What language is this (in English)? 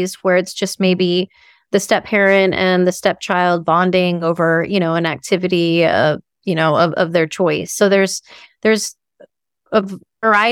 English